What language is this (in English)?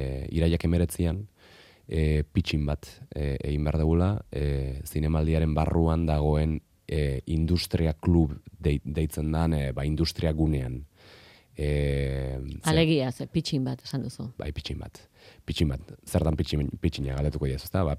Basque